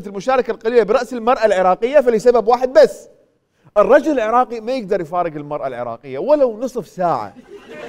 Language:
Mesopotamian Arabic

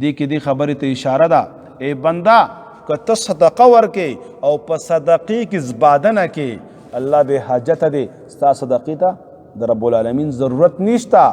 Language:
Pashto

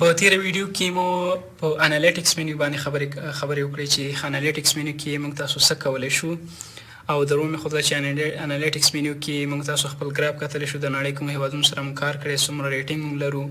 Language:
Pashto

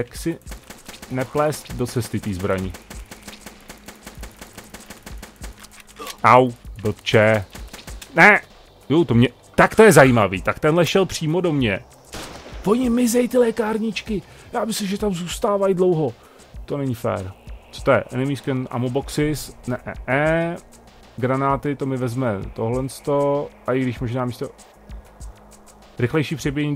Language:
Czech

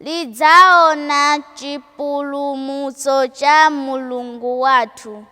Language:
Nyanja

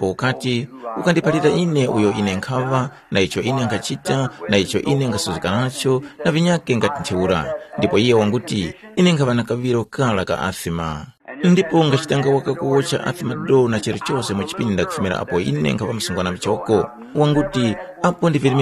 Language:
Tumbuka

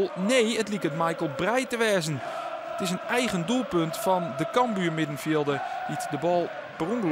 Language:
Western Frisian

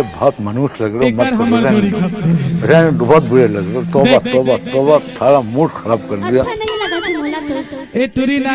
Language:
Chhattisgarhi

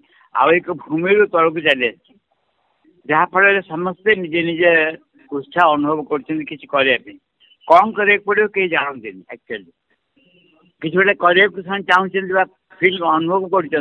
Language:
Odia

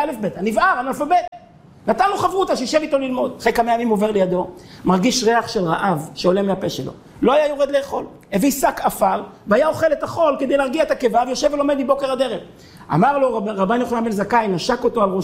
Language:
Hebrew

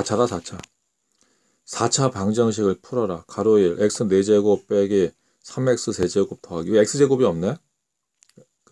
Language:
Korean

